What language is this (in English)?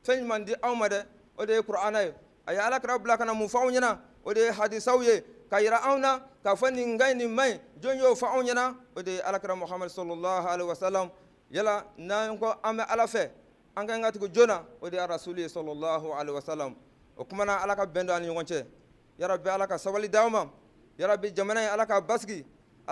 Bambara